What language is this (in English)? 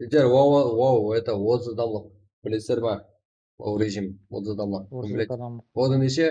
Kara-Kalpak